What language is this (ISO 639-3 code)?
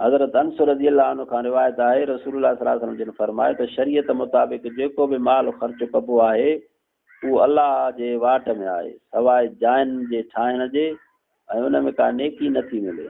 snd